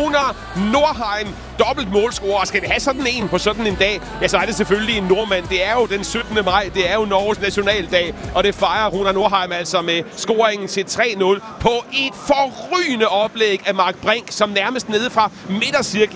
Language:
Danish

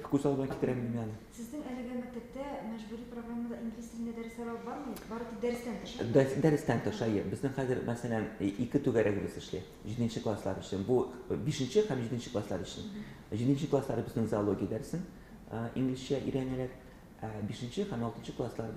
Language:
Tatar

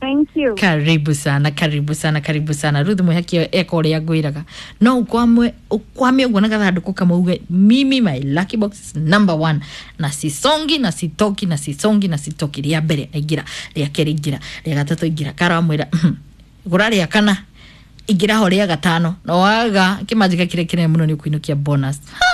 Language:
Kikuyu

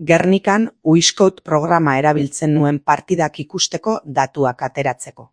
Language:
Basque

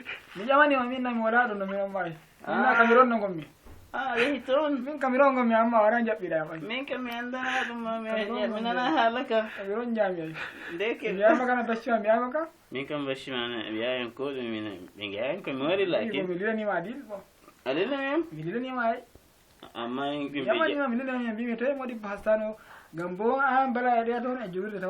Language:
Fula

